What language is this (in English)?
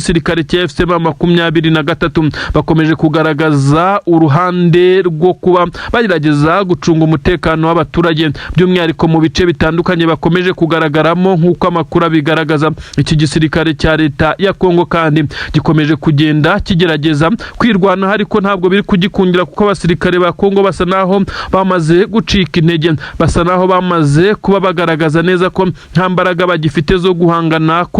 Kinyarwanda